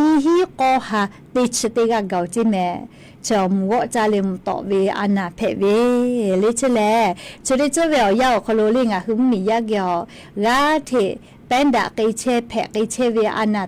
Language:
Lahu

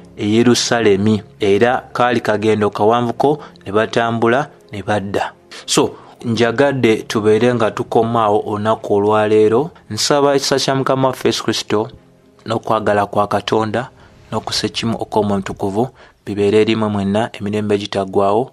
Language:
Ganda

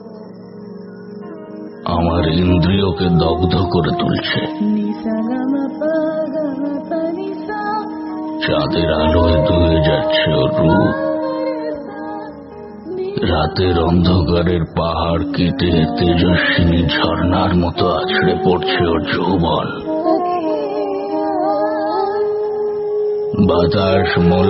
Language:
Bangla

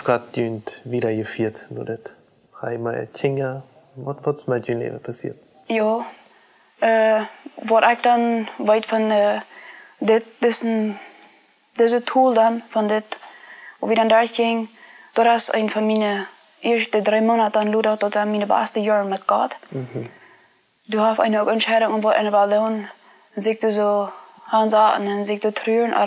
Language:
Plautdietsch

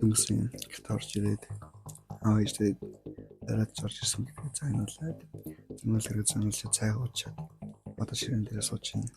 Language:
Mongolian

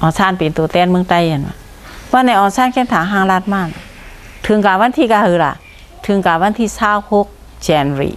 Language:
Shan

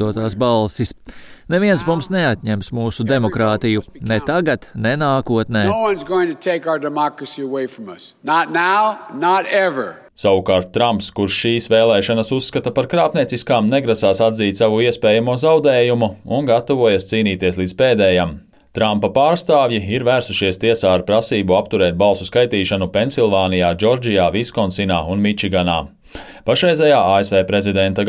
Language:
Latvian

